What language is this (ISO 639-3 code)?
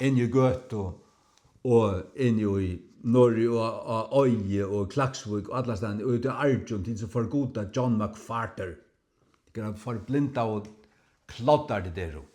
fao